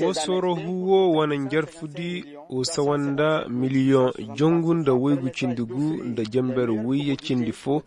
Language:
Koyraboro Senni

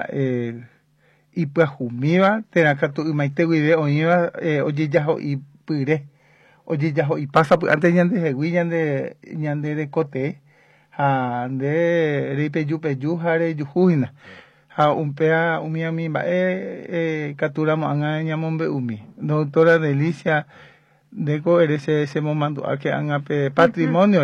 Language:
Guarani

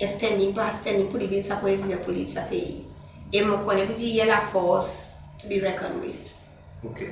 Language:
Seselwa Creole French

